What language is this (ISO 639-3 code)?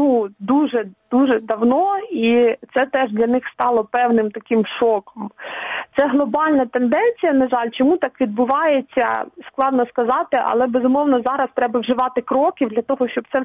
ukr